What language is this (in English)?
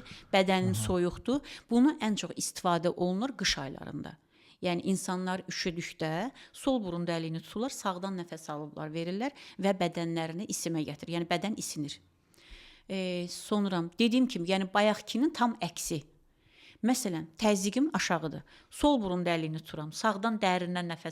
Azerbaijani